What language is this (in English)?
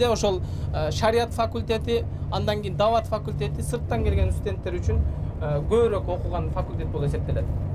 Kyrgyz